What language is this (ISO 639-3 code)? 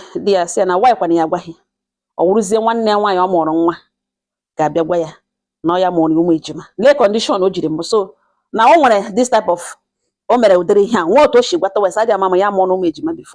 ibo